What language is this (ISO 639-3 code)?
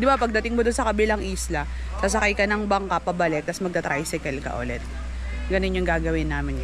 fil